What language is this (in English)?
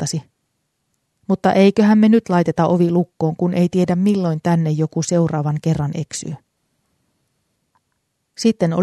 Finnish